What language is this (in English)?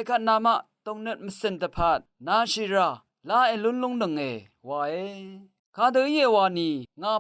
Rawang